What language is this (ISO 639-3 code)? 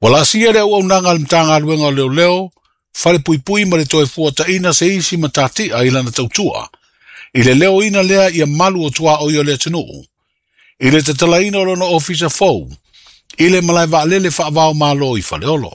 smo